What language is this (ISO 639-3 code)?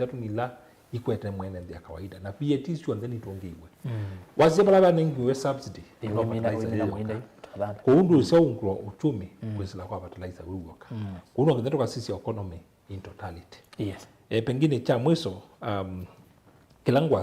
kam